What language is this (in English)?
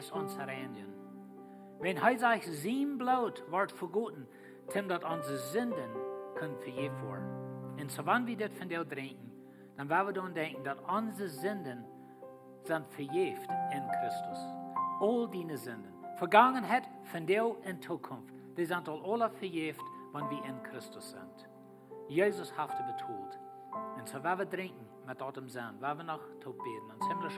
Plautdietsch